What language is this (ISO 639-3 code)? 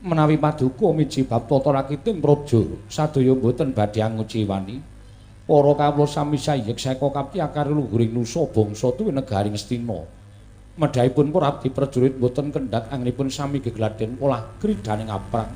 jav